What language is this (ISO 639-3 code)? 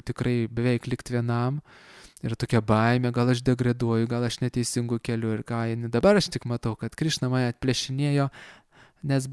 lit